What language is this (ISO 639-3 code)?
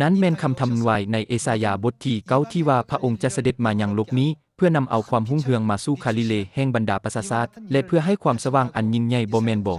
lao